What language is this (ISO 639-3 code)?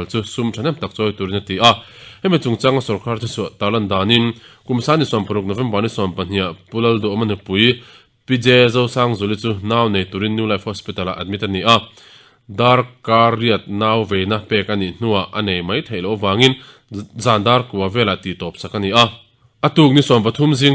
lus